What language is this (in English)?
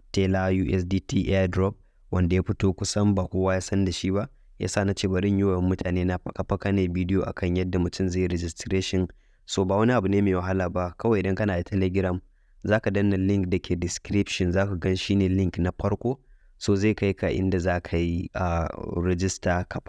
Hausa